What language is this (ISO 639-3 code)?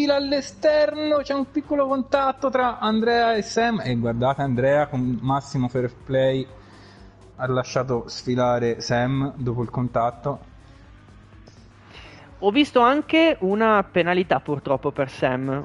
ita